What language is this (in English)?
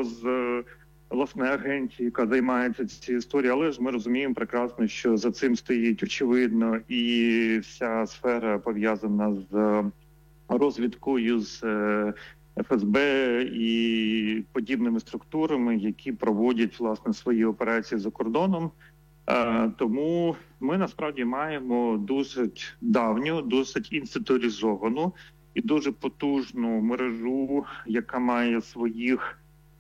Ukrainian